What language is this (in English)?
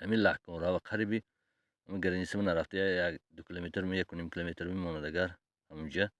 Tajik